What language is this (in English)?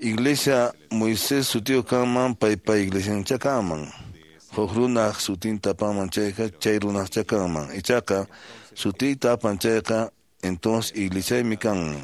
Quechua